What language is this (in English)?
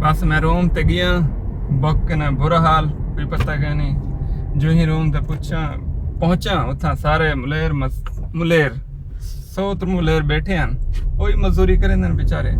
Saraiki